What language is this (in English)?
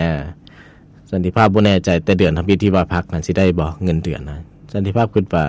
Lao